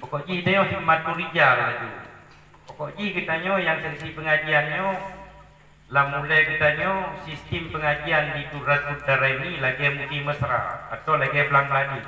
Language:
Achinese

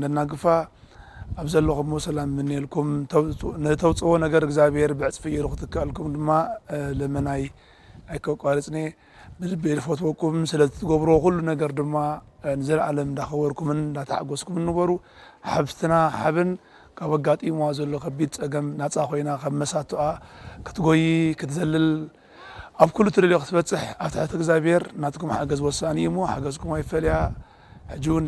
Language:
Tigrinya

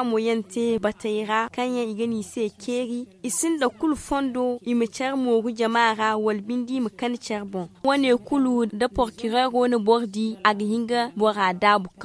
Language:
Zarma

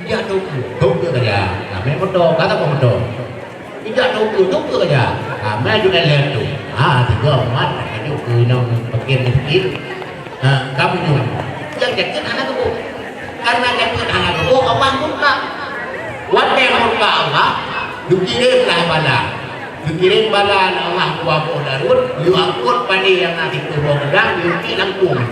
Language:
Achinese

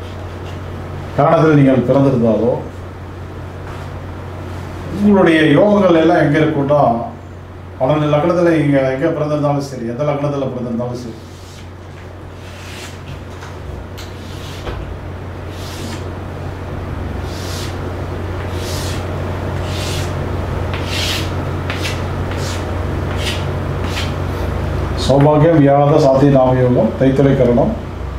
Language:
Tamil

